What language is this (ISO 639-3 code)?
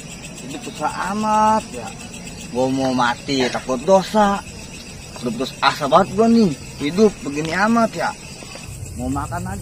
bew